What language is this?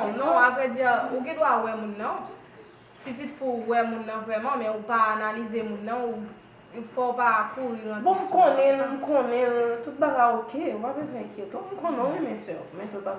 Haitian Creole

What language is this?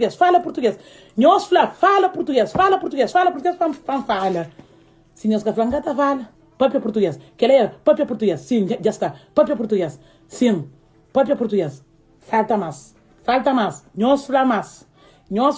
Kabuverdianu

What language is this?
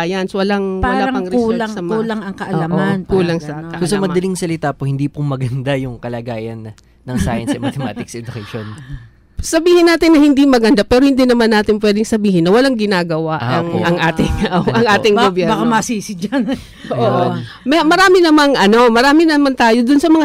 Filipino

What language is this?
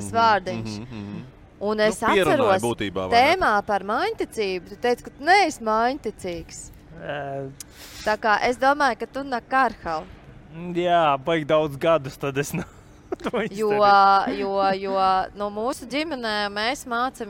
Latvian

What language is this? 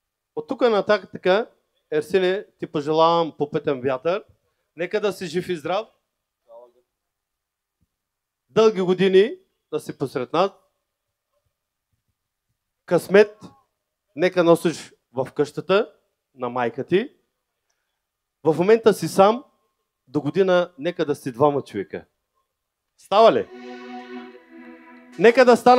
Bulgarian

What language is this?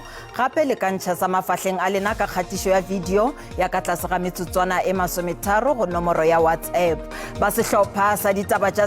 Northern Sotho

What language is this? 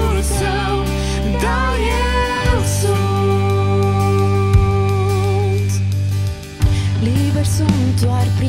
Romanian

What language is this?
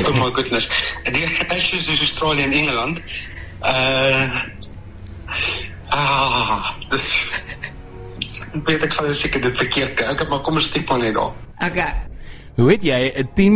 Afrikaans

